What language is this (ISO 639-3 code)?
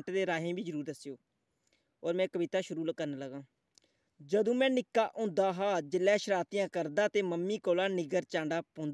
doi